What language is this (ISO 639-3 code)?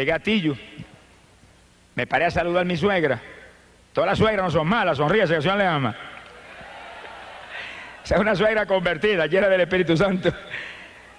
spa